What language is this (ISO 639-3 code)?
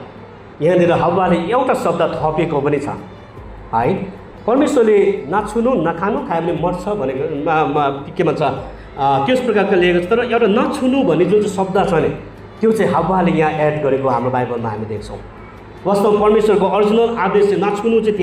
nep